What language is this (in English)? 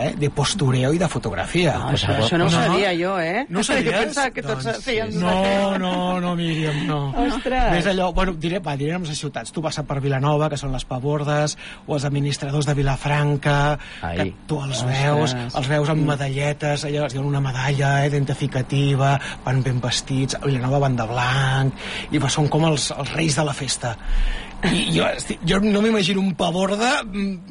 Catalan